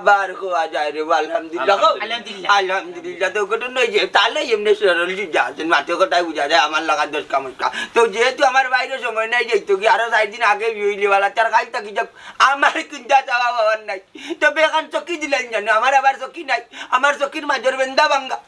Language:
Sylheti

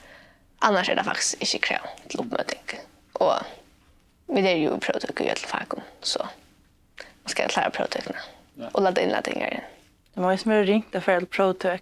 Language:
Faroese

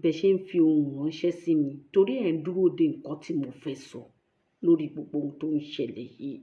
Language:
Yoruba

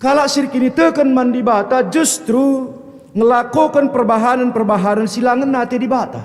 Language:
Batak Karo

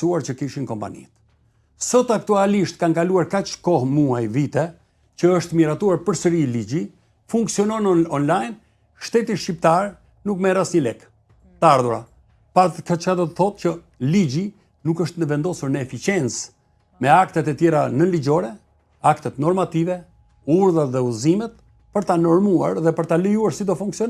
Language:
Albanian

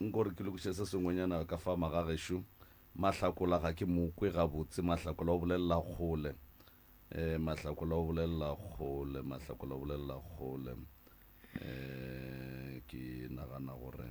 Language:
Northern Sotho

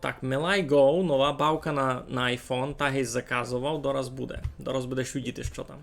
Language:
Rusyn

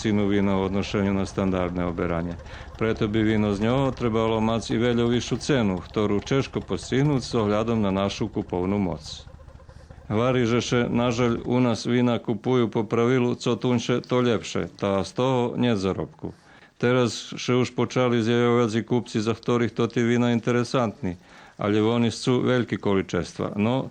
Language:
Rusyn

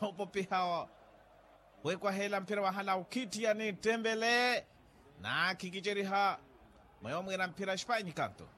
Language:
Makhuwa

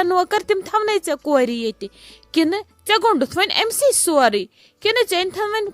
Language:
Kashmiri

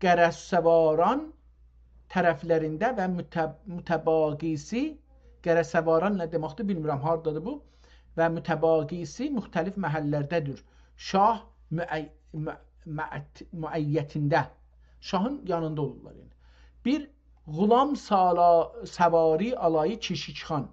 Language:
South Azerbaijani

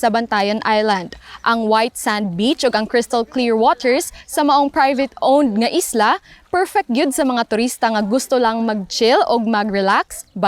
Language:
Cebuano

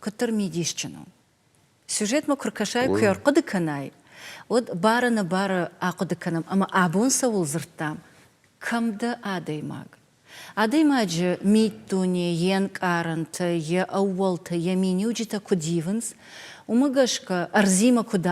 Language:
Ossetic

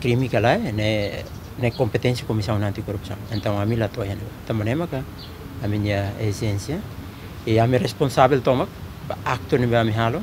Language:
Tetum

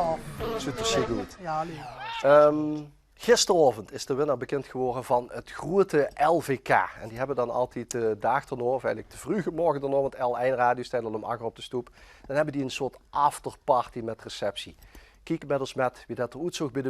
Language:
Limburgish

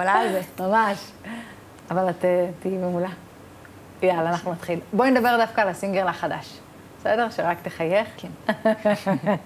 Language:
Hebrew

